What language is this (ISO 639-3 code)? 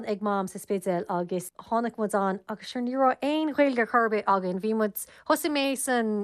gle